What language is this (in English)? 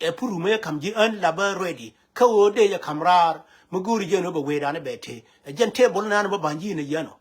Nuer